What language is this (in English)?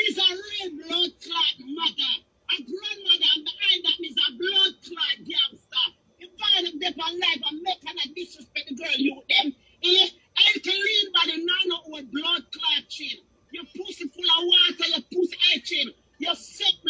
Jamaican Creole English